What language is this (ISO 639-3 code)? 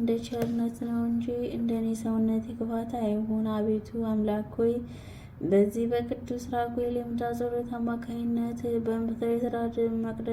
amh